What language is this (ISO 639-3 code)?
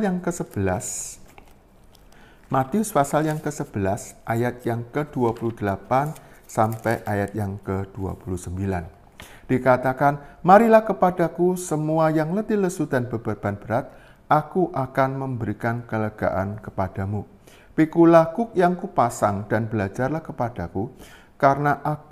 ind